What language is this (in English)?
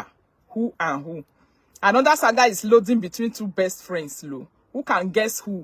Nigerian Pidgin